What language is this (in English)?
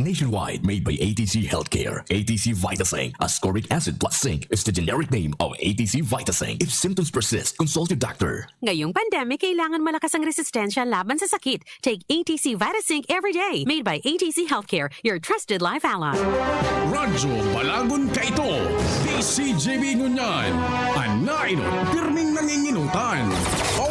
Bikol